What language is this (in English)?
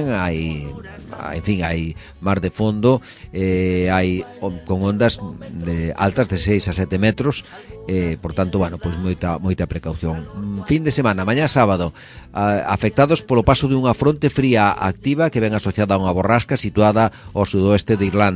Galician